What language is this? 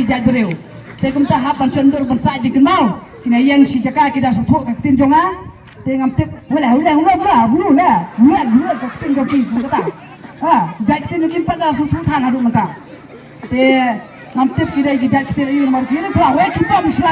Khasi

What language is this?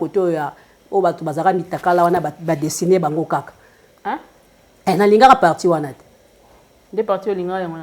Lingala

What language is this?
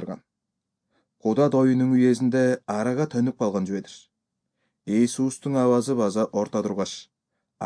Kyrgyz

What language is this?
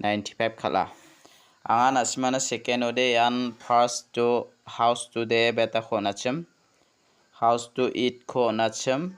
Garo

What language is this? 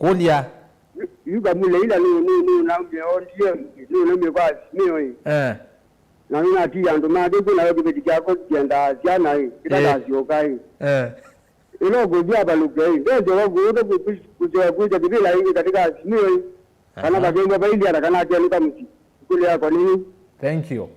Kamba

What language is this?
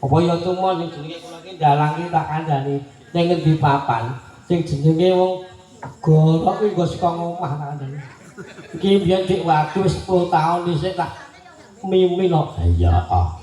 Javanese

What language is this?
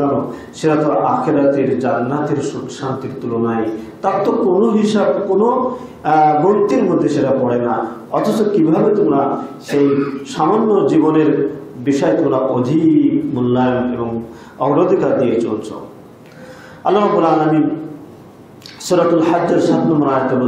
Bangla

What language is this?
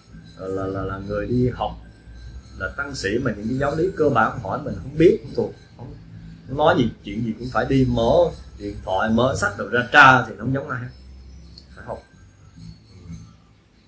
Vietnamese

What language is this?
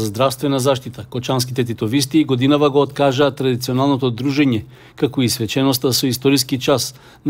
Macedonian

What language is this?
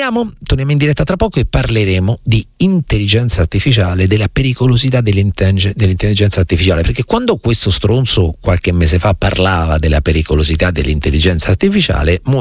Italian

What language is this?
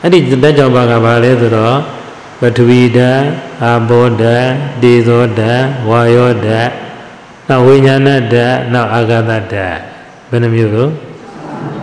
Burmese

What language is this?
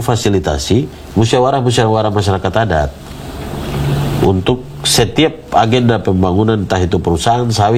Indonesian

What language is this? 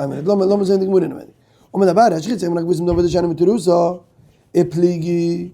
Yiddish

